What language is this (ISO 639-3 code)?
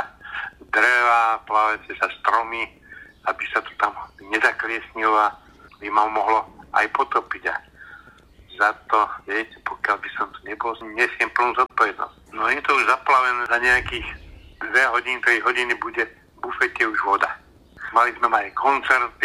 slk